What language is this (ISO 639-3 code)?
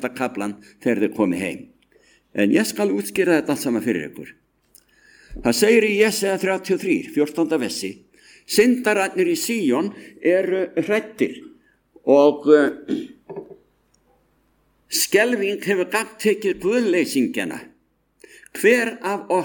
isl